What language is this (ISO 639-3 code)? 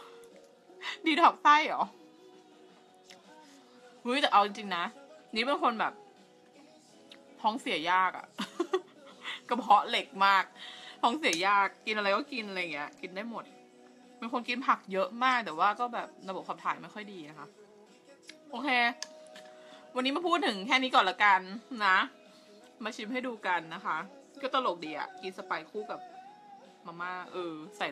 tha